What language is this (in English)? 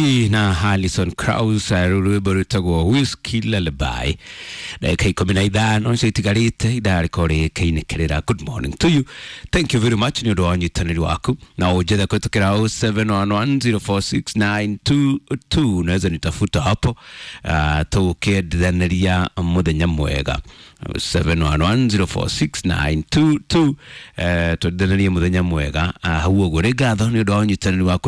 Kikuyu